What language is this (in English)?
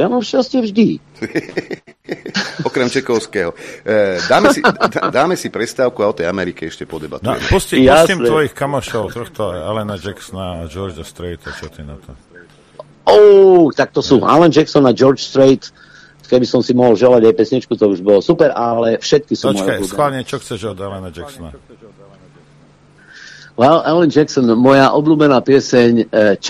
Slovak